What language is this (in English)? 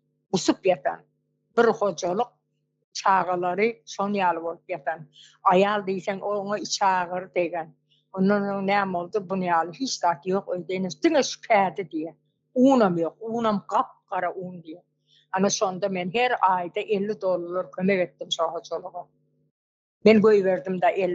Turkmen